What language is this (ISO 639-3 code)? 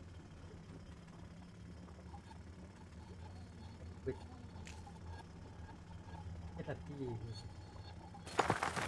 msa